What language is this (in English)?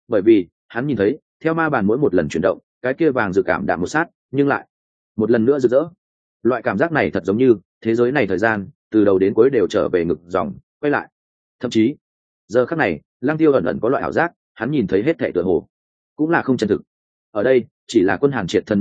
Vietnamese